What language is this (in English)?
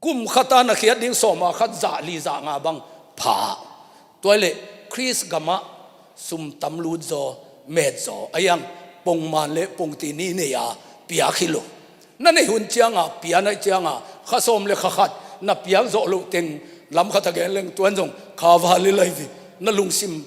Tedim Chin